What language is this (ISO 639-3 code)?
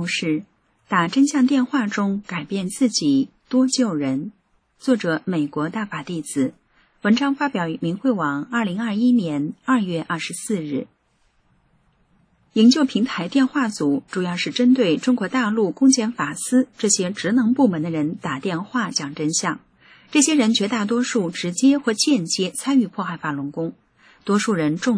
zho